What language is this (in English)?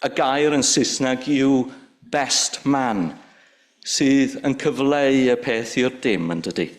Welsh